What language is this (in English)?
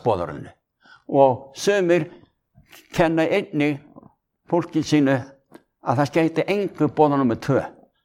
Icelandic